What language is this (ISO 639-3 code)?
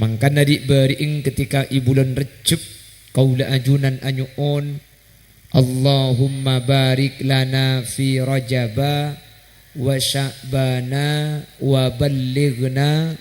mad